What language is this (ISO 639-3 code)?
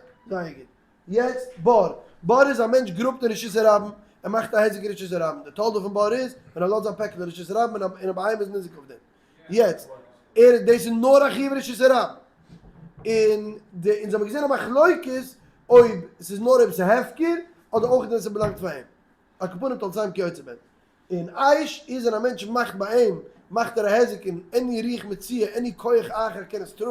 yid